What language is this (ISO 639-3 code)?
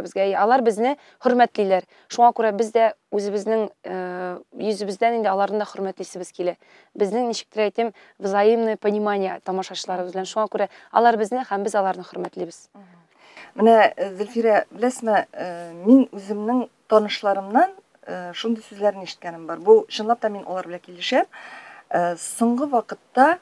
tat